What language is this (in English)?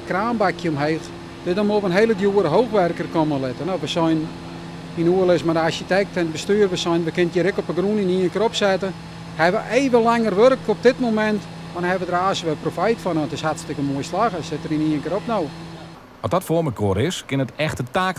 Western Frisian